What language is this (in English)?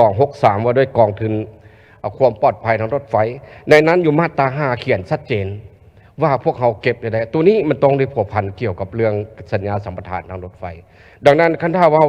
Lao